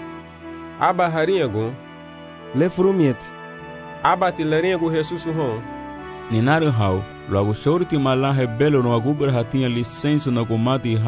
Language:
Garifuna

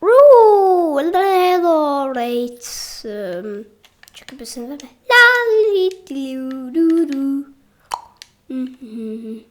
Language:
Welsh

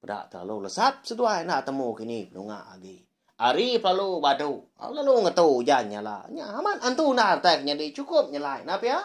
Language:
Iban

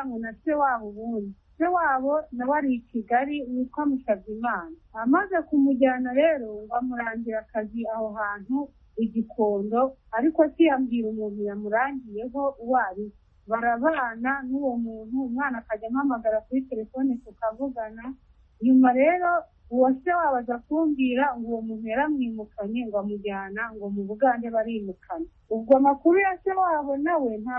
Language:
Kinyarwanda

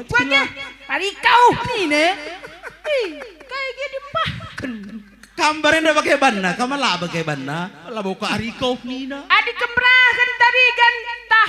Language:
Batak Karo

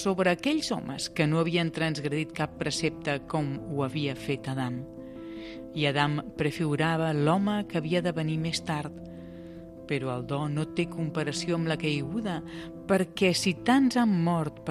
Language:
Catalan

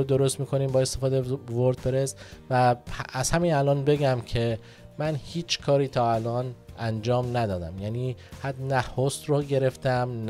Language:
Persian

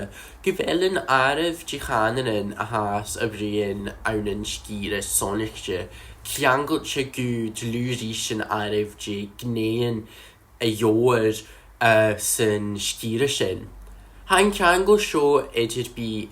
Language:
Scottish Gaelic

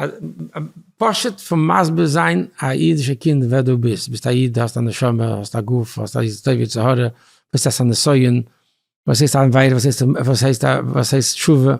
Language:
Yiddish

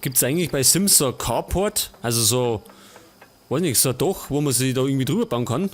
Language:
Bavarian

